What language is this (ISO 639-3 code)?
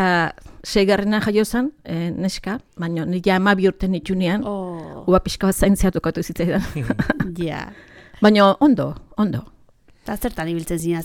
eus